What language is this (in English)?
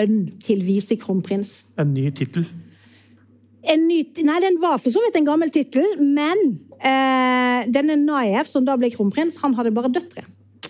Norwegian